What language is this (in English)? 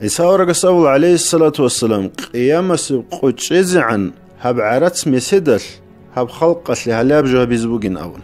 Avaric